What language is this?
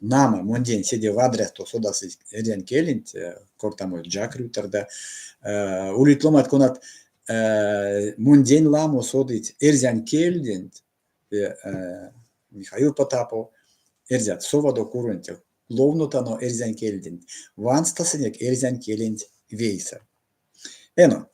Erzya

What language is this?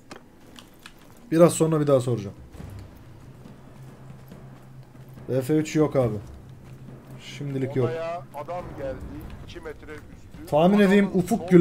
Turkish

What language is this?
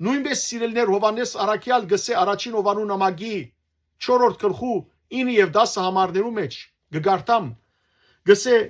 Western Armenian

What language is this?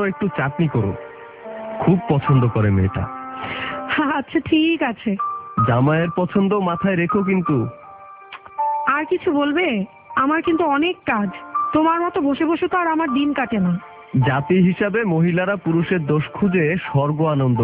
Bangla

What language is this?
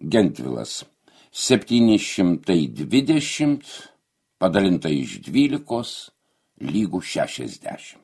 Lithuanian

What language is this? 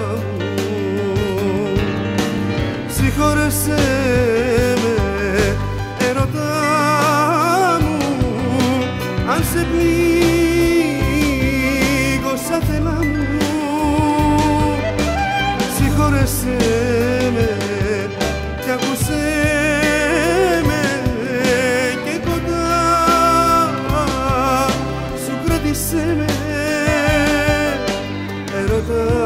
Greek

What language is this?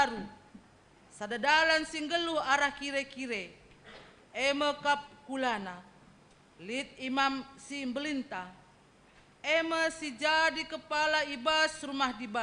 Batak Karo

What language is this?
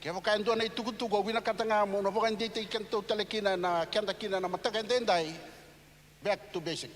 Fijian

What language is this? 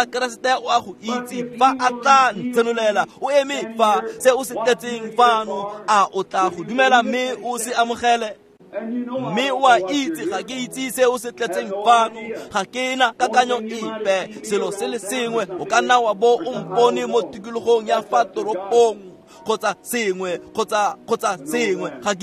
Tswana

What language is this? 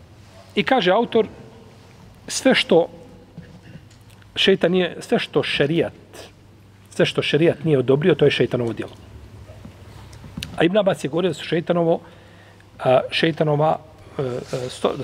Bosnian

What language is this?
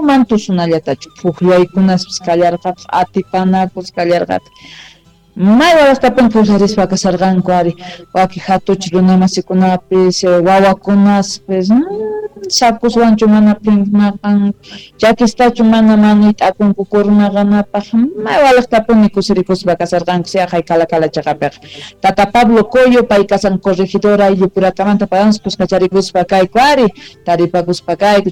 South Bolivian Quechua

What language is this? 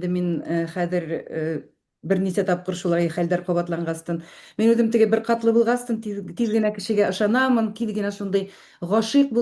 Bashkir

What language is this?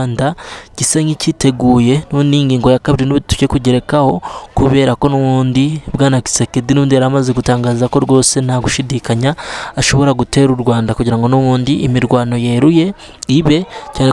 Kinyarwanda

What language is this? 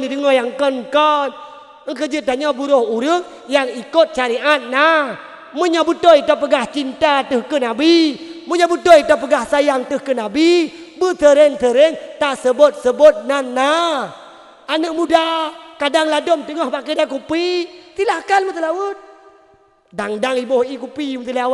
Achinese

